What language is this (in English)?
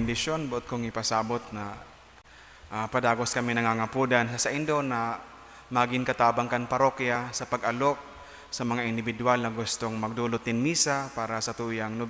Bikol